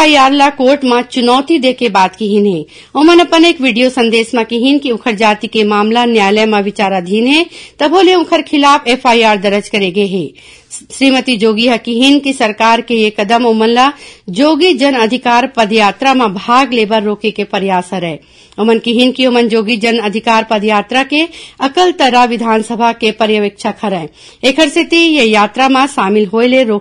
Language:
Chhattisgarhi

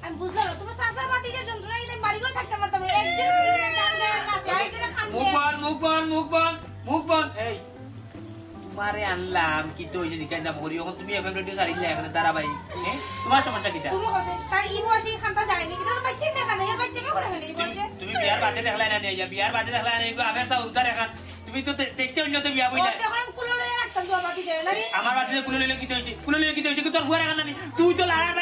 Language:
Sylheti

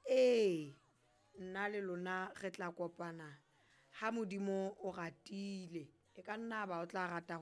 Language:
Southern Sotho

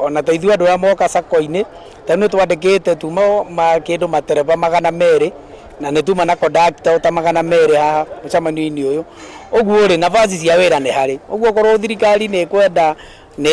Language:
Kikuyu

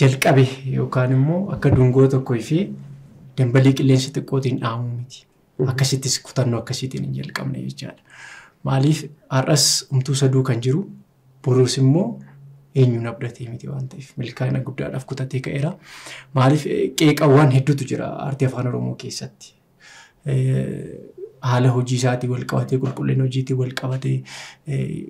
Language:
Oromo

